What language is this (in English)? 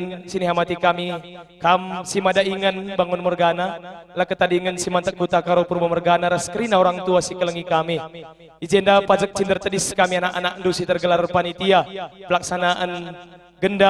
Batak Karo